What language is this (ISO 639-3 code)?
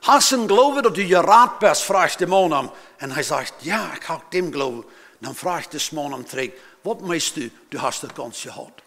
pdt